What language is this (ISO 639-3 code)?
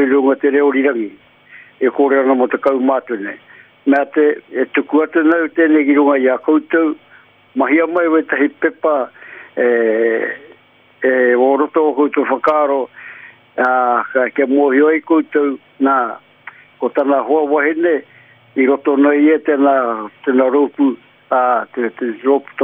mri